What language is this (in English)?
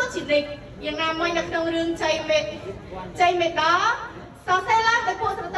Khmer